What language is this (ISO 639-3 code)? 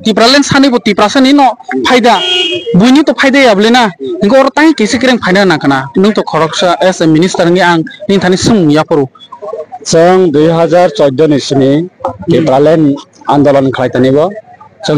trp